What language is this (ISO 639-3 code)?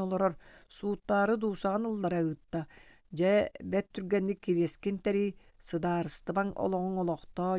sah